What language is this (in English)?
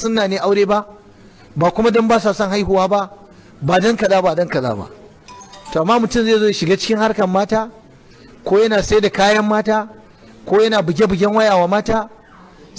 Hausa